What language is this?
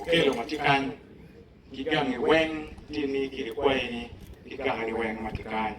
Acoli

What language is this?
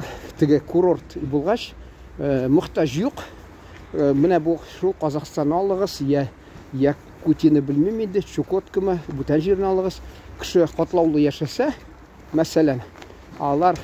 Tatar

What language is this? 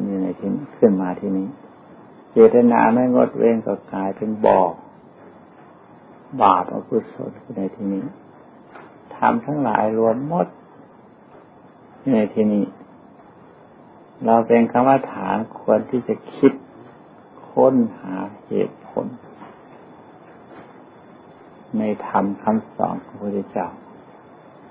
Thai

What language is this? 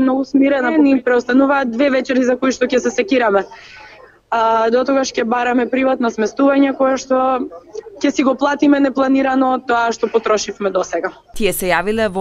Macedonian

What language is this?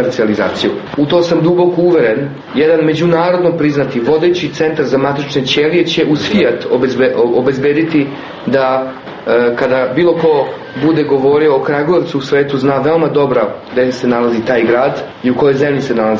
Serbian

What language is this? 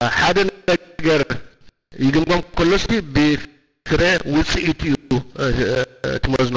Tigrinya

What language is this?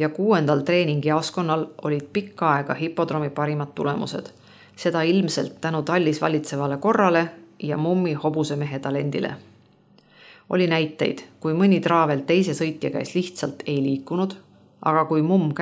Estonian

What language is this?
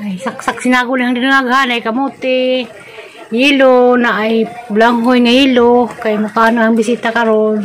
Cebuano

